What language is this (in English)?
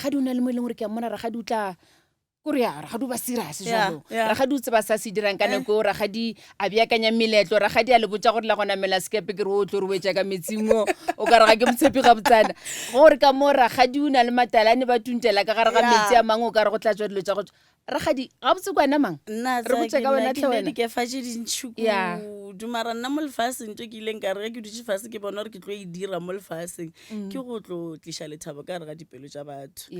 Northern Sotho